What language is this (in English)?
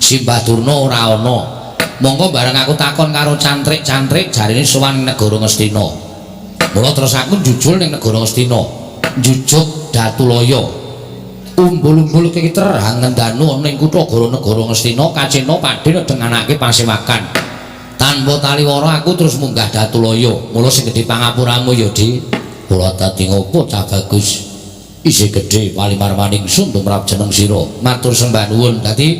Javanese